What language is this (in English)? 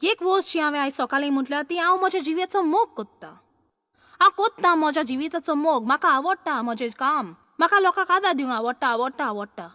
Konkani